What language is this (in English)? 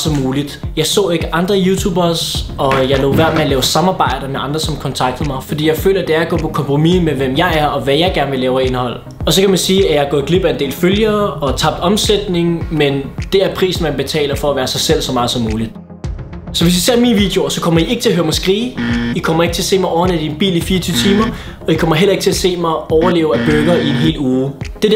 Danish